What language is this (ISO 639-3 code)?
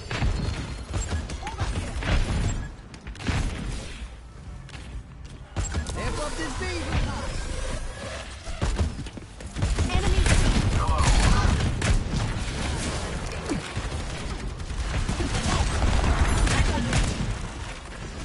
msa